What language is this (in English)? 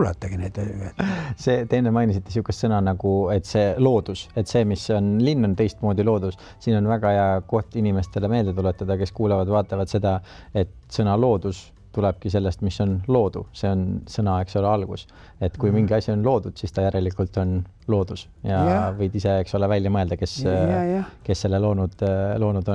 Estonian